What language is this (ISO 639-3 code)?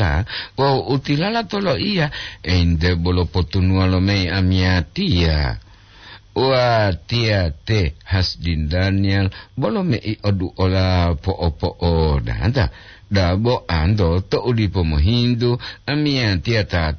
gor